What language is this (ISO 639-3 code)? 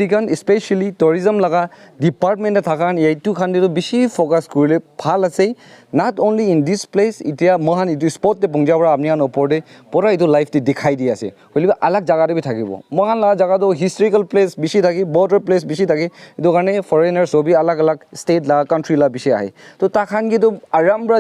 nag